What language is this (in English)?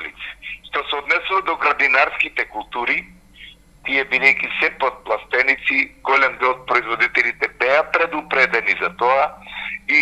Macedonian